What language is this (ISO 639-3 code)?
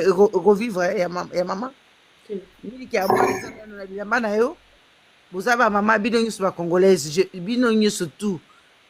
lin